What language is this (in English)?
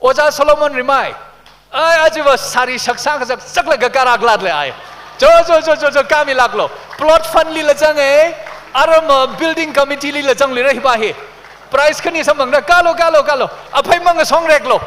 Tangkhul Naga (India)